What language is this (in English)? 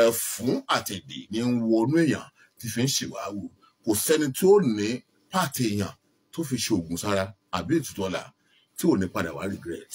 Yoruba